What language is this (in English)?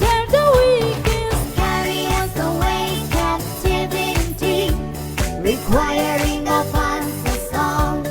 Hakha Chin